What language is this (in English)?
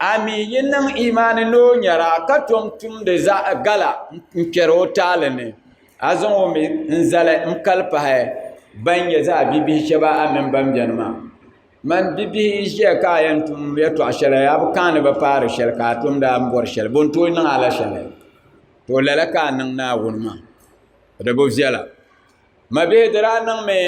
Dagbani